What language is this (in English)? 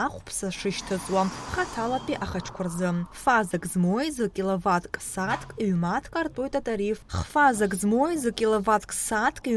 Abkhazian